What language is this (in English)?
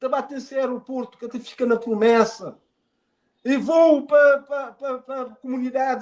Kabuverdianu